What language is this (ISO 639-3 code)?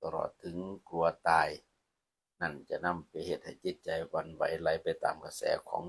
lao